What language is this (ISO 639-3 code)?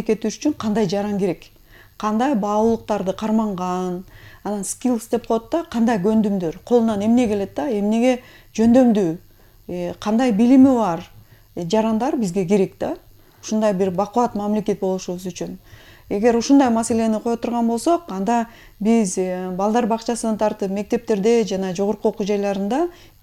kir